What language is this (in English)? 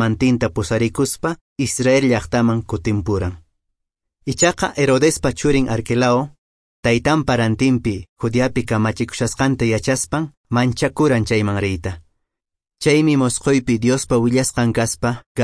Quechua